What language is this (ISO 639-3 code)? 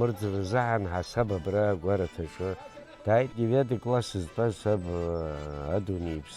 abk